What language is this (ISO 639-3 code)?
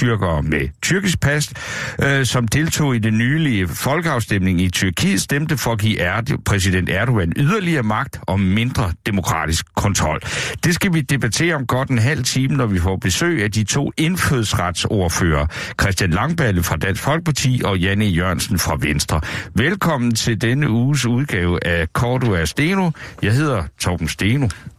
dan